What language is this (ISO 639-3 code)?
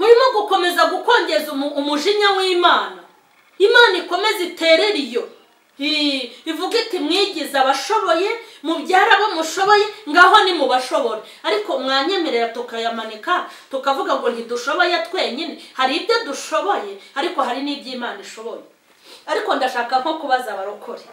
kin